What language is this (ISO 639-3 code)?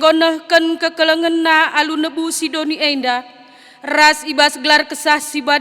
btx